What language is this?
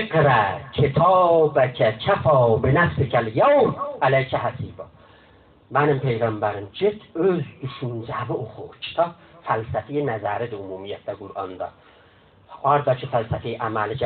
South Azerbaijani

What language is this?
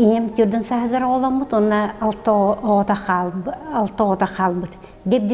Yakut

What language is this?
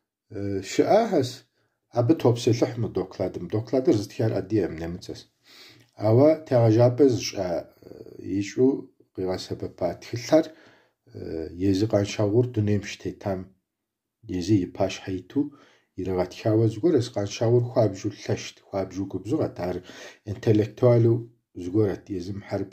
Kabardian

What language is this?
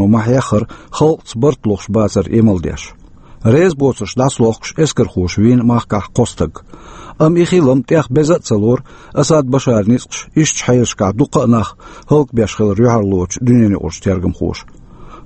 Chechen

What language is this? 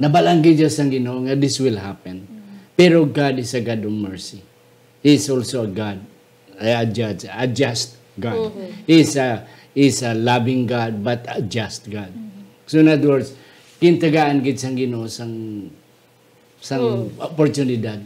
Hiligaynon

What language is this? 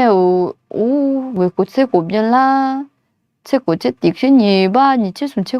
Akha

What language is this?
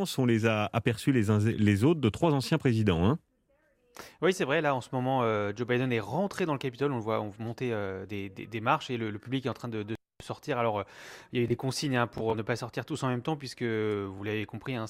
French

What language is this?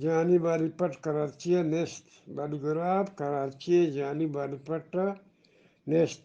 Eastern Balochi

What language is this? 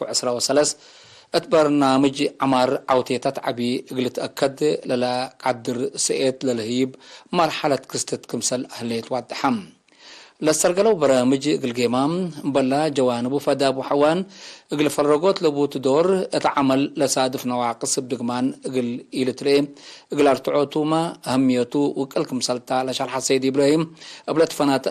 Tigre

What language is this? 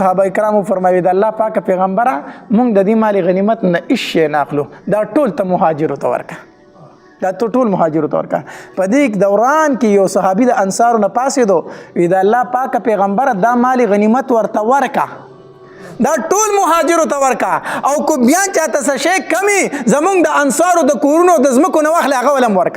Pashto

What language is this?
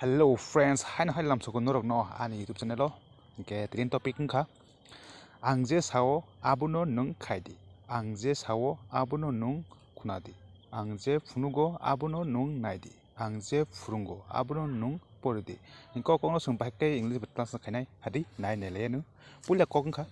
Kok Borok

